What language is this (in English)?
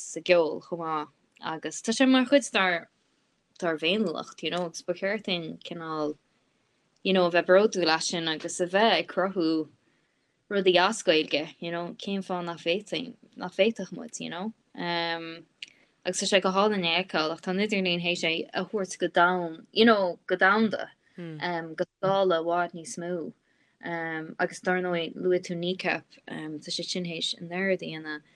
Irish